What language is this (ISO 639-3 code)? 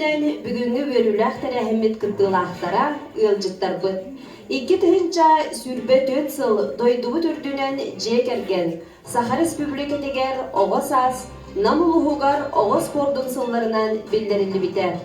sah